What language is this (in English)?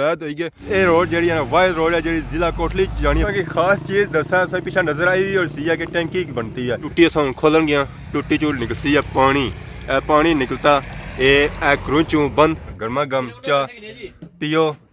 Pahari-Potwari